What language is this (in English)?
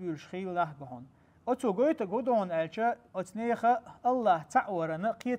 Chechen